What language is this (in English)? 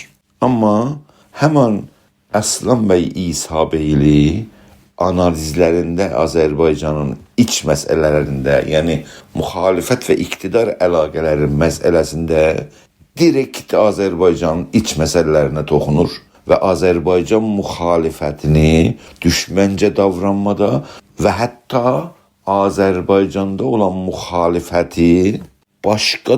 South Azerbaijani